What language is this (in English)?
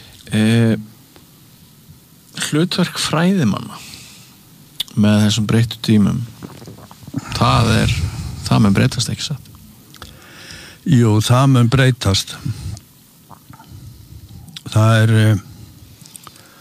Icelandic